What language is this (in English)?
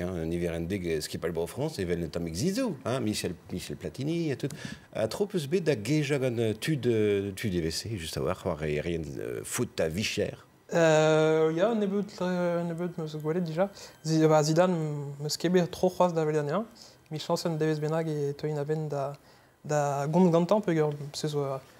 Breton